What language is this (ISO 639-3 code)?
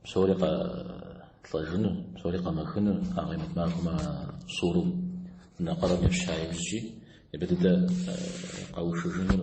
kbd